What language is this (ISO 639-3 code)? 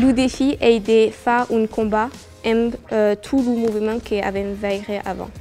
oci